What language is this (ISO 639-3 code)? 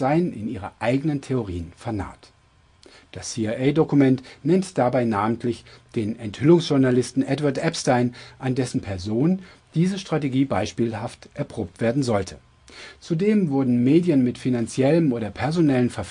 deu